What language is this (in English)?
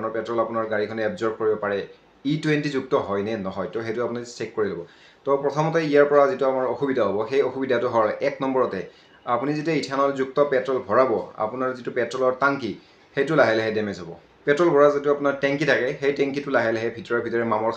Assamese